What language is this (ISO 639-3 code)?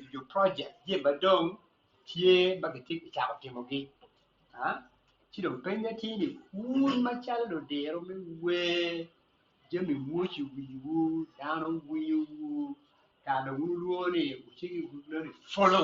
ach